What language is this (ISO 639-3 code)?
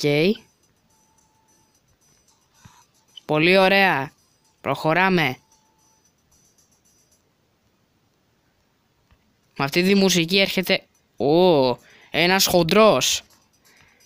ell